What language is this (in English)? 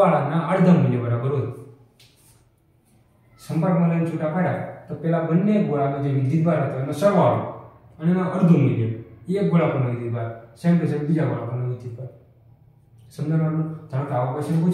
Gujarati